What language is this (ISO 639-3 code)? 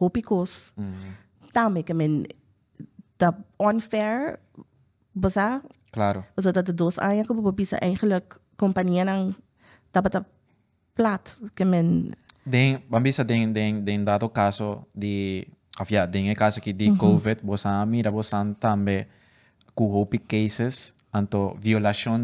pap